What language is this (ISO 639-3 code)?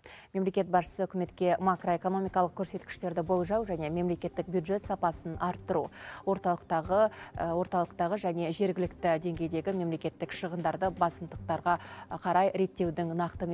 kaz